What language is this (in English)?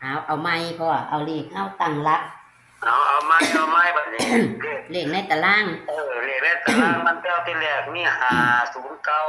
Northeastern Thai